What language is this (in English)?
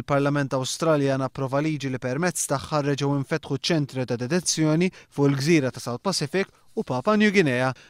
Maltese